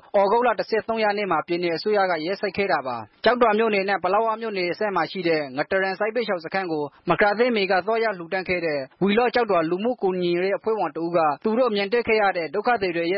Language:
Burmese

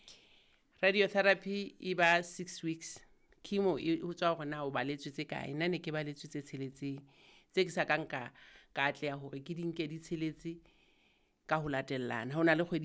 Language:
Southern Sotho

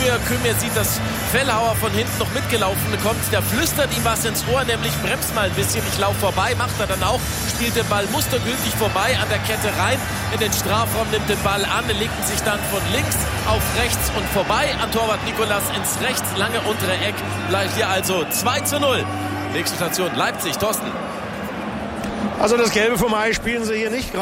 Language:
German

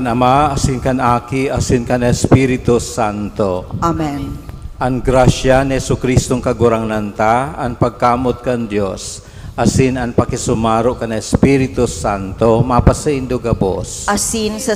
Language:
Bikol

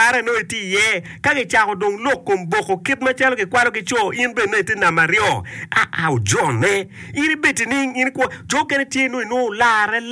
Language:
Acoli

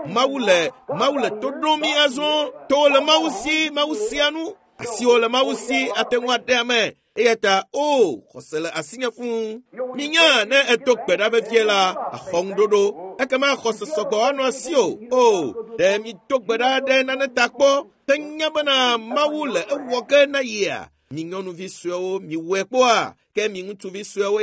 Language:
Ewe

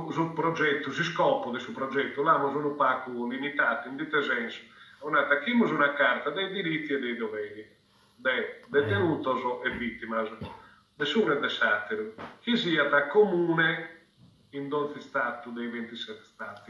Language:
Sardinian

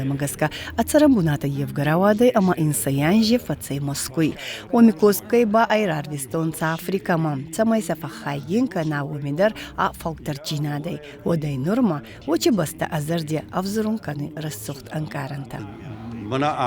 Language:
Ossetic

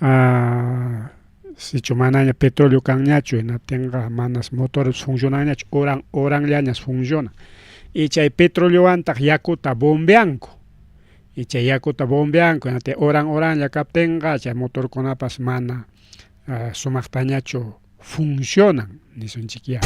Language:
Ayacucho Quechua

